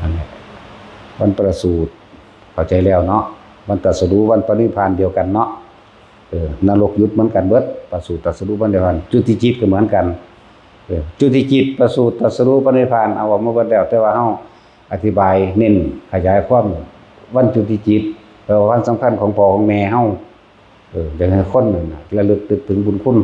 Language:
Lao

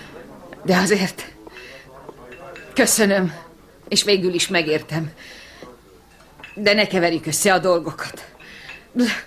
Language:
Hungarian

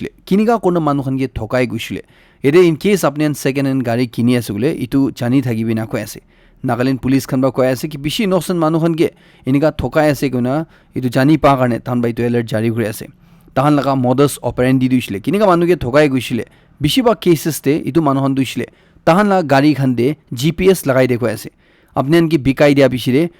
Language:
Naga Pidgin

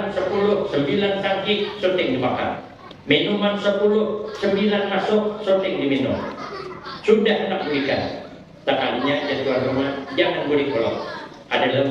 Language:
Banjar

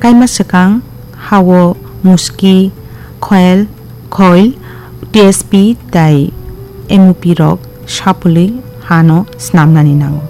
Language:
Kok Borok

